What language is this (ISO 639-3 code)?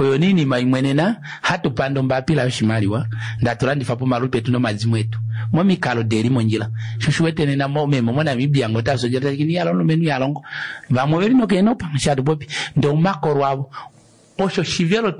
kua